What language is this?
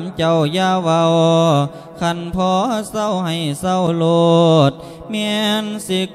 Lao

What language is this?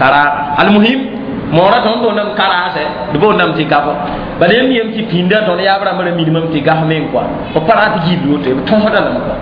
Mossi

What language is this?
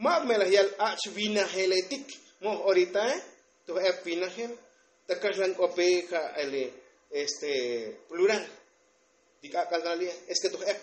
Tzotzil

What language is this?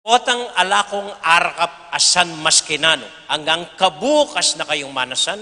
Pampanga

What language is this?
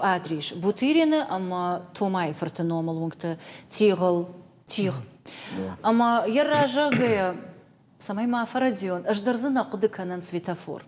Ossetic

